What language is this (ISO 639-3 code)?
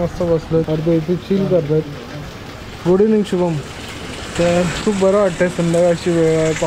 mar